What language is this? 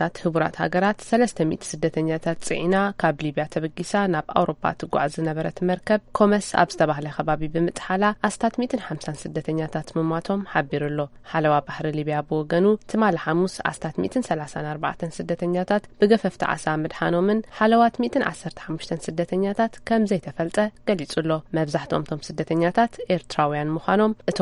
Tigrinya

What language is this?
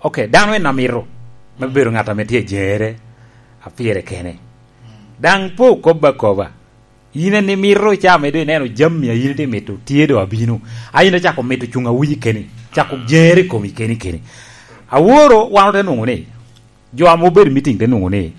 Lango (Uganda)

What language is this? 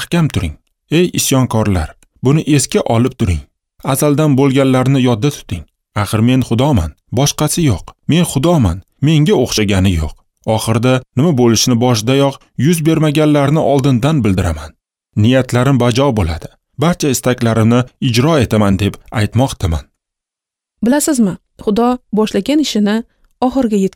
Uzbek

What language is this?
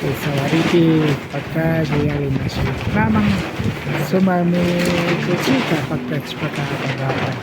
Imbabura Highland Quichua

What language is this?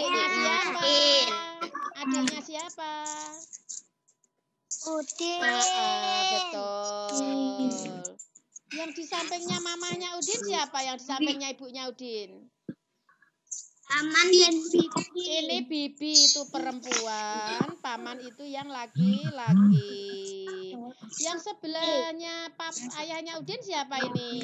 Indonesian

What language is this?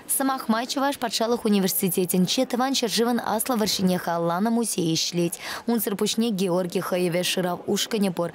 Chuvash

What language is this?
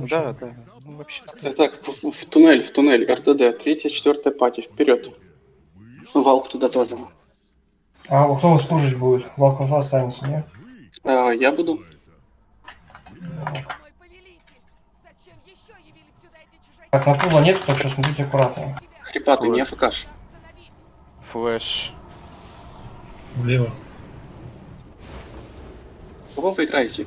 Russian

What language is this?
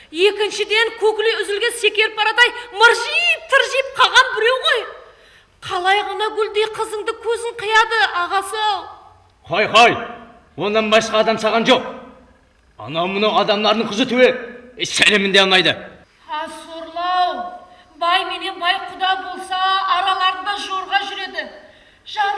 Kara-Kalpak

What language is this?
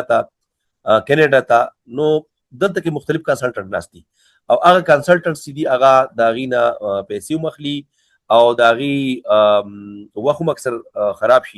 Pashto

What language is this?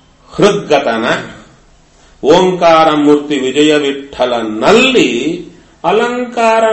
Kannada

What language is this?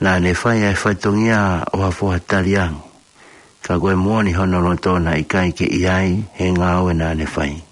Tongan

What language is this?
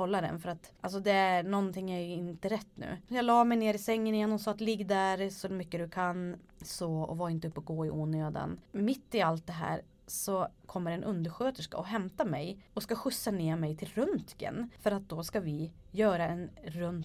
Swedish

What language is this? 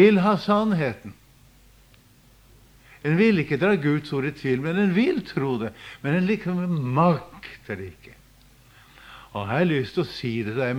Norwegian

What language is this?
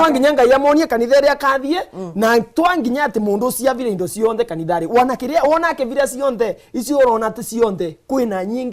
Meru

